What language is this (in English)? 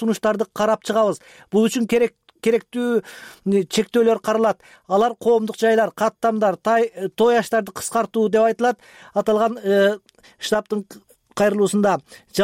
Kyrgyz